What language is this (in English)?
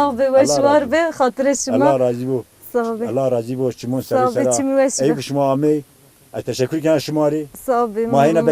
Zaza